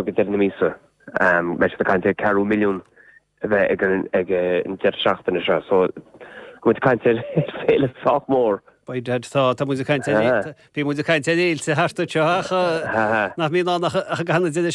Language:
Irish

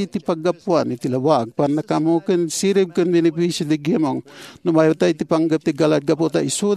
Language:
Iloko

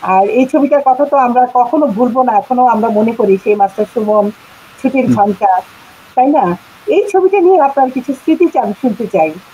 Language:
Bangla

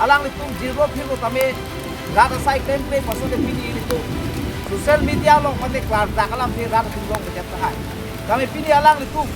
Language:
Karbi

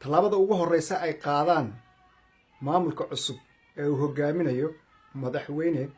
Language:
Somali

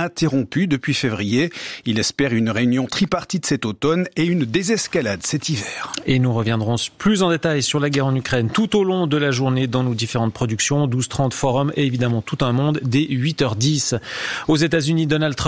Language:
French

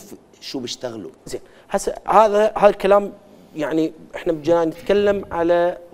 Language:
Mesopotamian Arabic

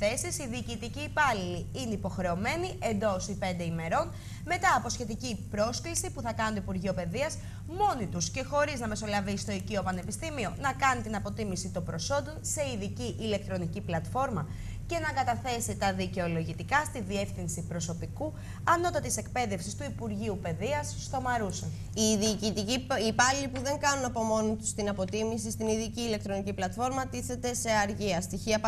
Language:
Greek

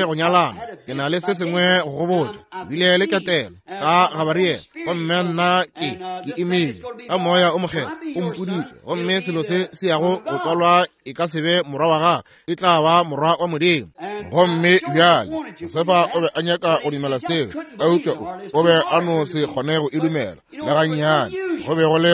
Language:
Northern Sotho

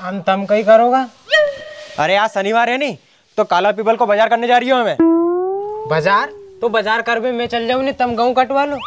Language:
Rajasthani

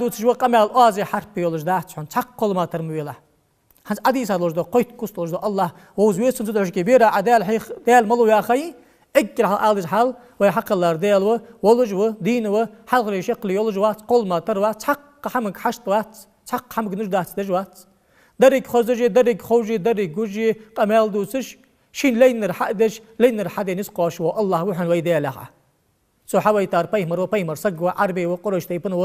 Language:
Ingush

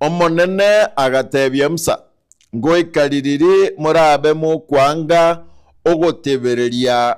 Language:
Gusii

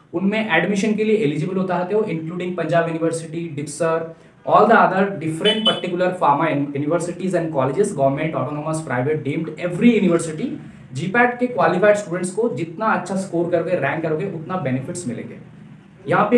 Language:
Hindi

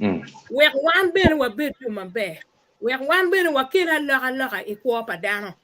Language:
Acoli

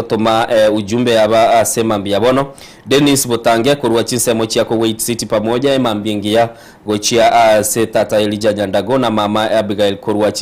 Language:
Gusii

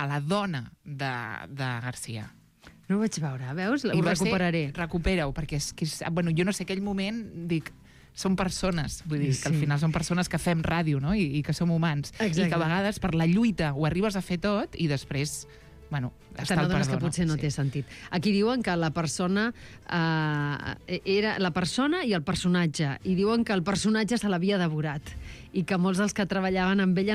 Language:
Catalan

